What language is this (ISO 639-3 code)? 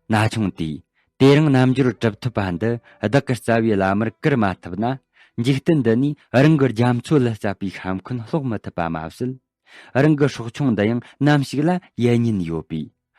bod